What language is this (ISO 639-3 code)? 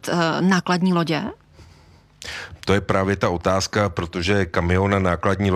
ces